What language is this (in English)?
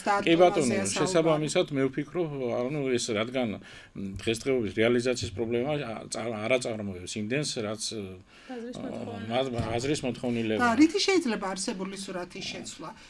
Georgian